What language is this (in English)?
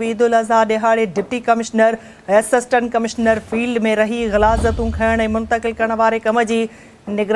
Sindhi